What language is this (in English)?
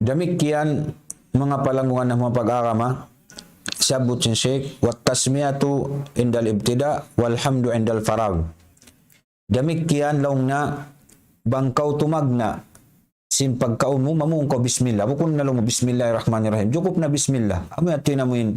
Tausug